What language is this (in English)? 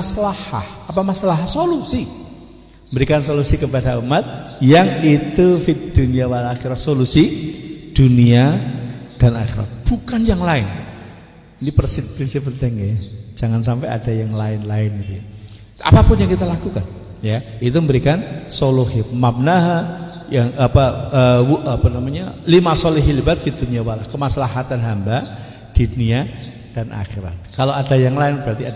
Indonesian